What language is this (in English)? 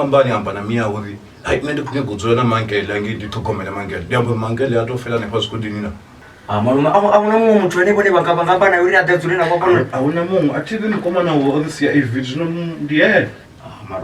Venda